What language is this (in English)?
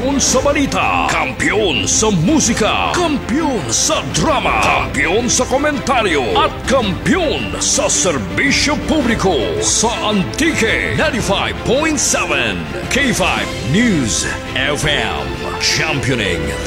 Filipino